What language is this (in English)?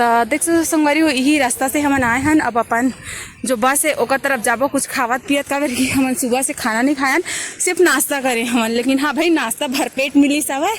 Chhattisgarhi